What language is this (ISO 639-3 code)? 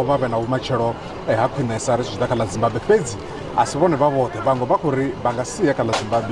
ven